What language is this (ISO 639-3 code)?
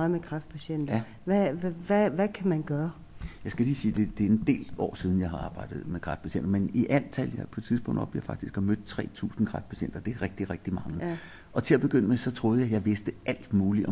dan